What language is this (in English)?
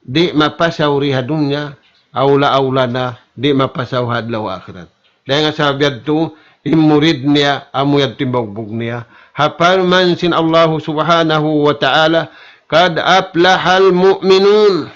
Tausug